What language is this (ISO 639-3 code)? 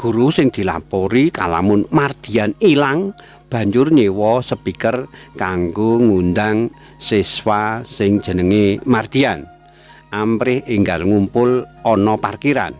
jav